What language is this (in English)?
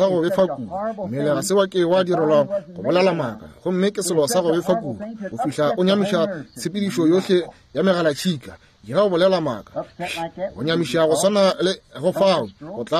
Northern Sotho